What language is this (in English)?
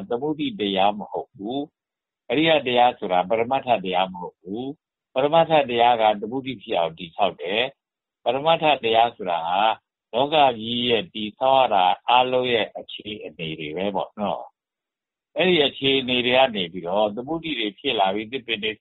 Burmese